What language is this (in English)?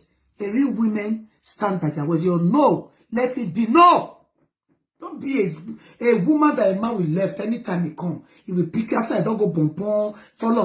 Nigerian Pidgin